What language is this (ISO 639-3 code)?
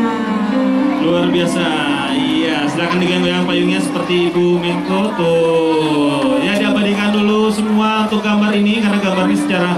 ind